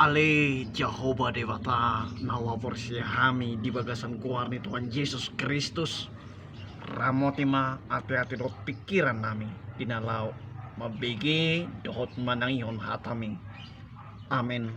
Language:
Batak Toba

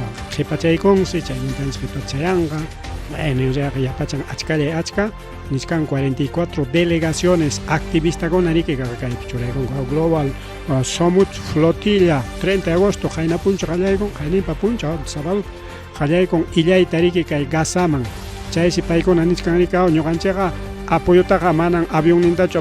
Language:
Ayacucho Quechua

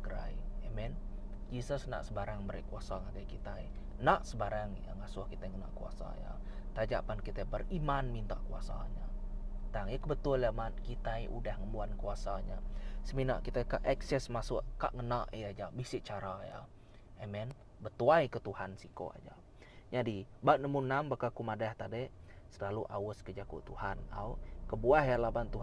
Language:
Iban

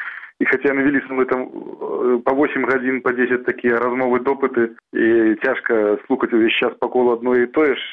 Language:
Belarusian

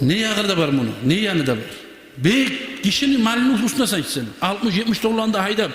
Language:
Kumyk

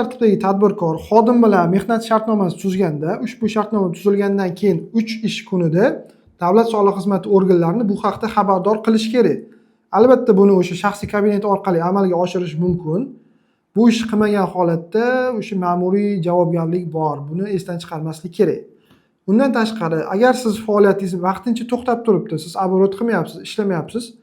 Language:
Uzbek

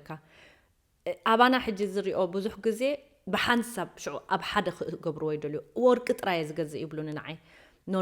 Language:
Tigrinya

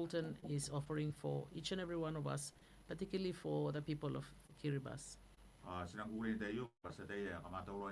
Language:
Gilbertese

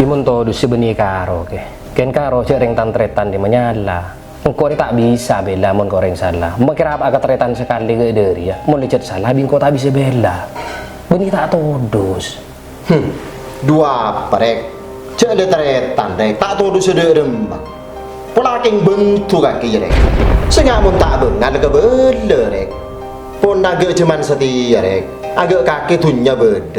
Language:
Madurese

